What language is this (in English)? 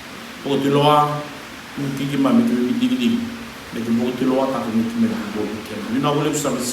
Fijian